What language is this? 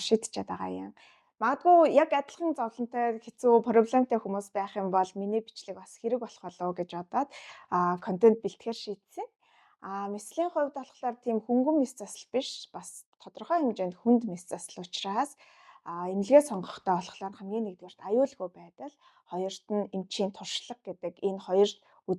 Mongolian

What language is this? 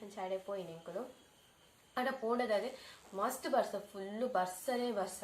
Tulu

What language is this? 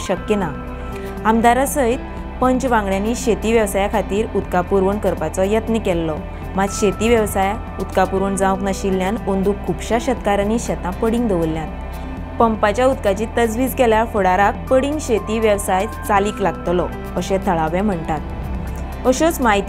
Konkani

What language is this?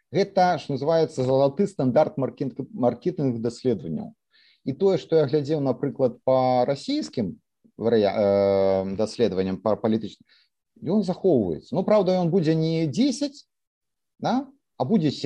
Belarusian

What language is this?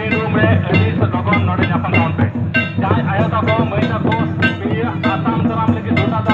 Santali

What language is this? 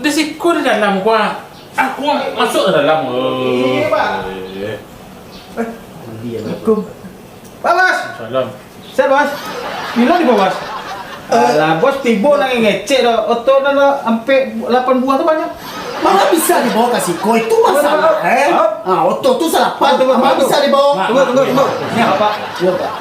Minangkabau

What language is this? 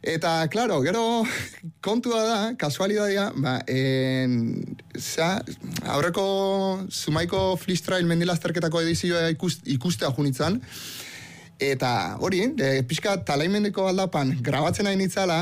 Basque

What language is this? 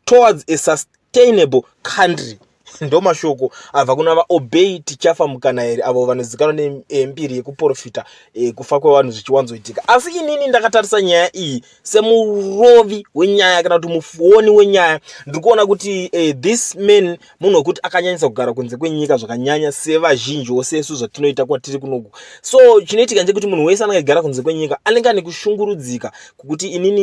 Shona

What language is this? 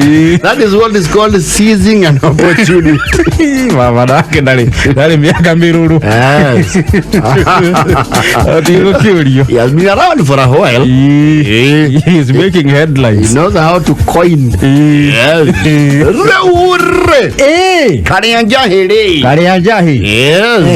Kikuyu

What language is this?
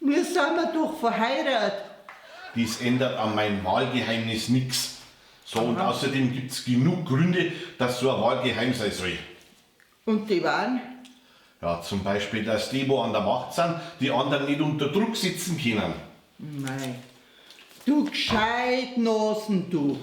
Bavarian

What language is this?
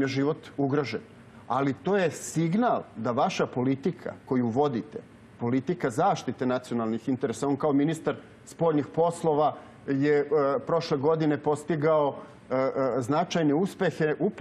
Serbian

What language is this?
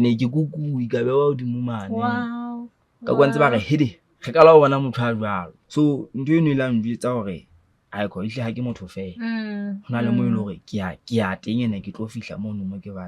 Southern Sotho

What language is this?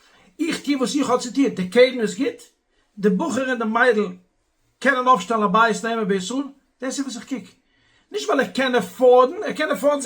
Yiddish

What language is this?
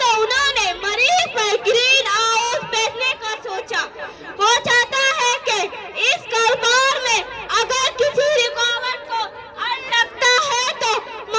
Eastern Balochi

